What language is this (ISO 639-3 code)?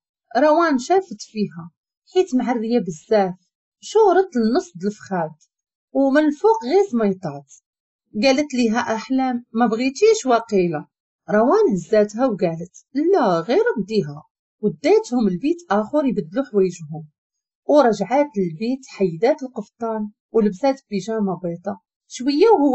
ary